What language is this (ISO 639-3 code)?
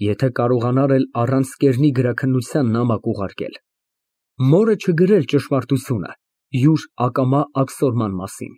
hye